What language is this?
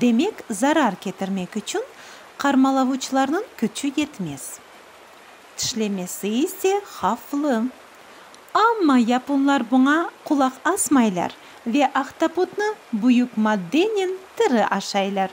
Crimean Tatar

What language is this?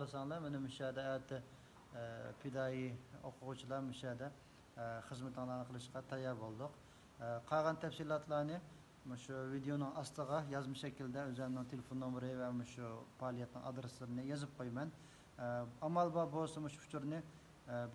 Uyghur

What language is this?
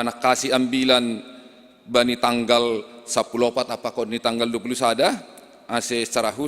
Batak Simalungun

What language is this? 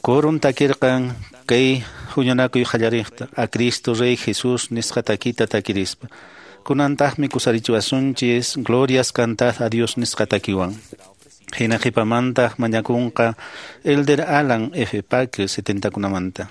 Quechua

